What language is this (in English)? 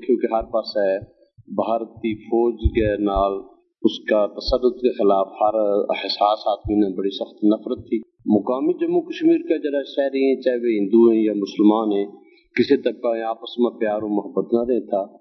Gujari